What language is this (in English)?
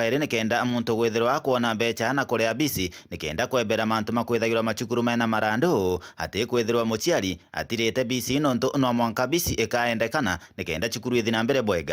Meru